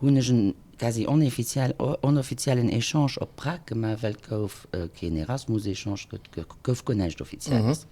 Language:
Luxembourgish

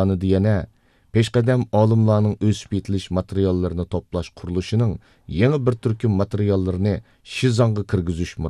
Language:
Uyghur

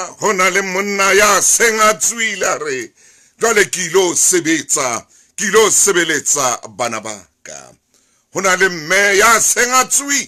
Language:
Southern Sotho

